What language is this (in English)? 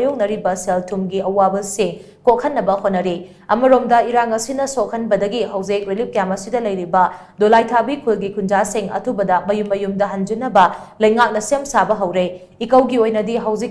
Manipuri